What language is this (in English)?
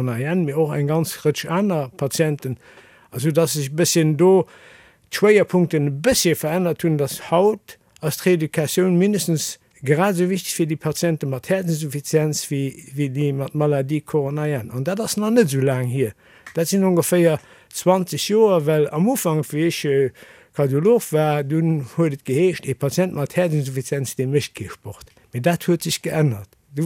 Luxembourgish